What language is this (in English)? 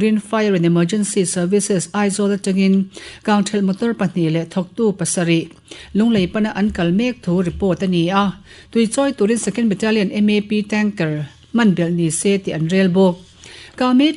Mizo